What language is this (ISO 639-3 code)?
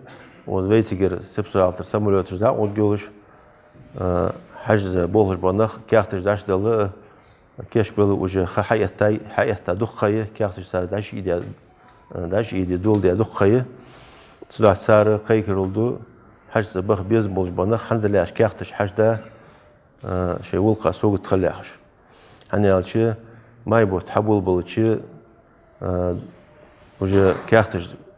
inh